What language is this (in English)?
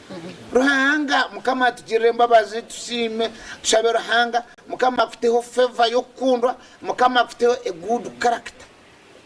Nyankole